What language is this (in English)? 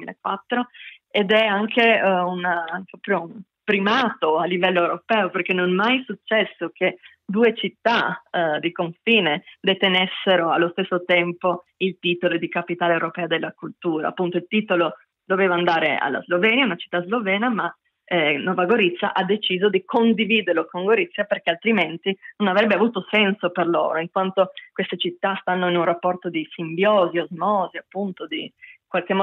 Italian